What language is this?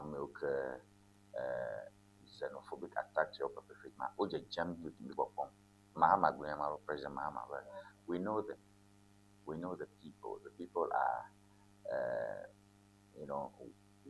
Ewe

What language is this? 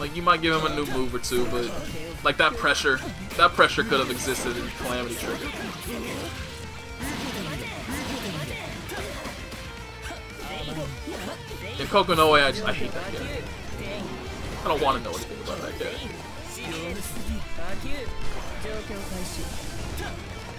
English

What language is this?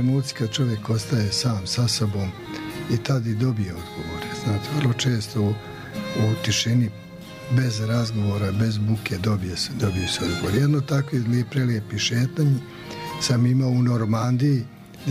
Croatian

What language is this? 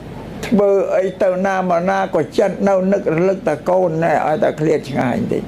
Khmer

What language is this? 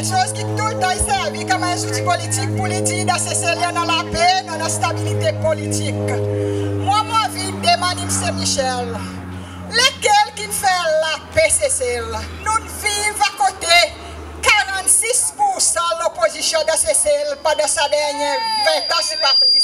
Seselwa Creole French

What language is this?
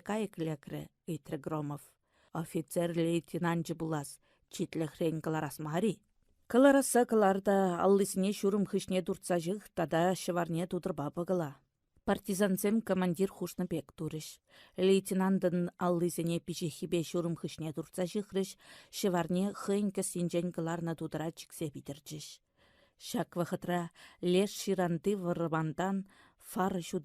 Chuvash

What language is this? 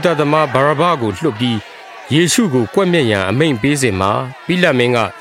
Burmese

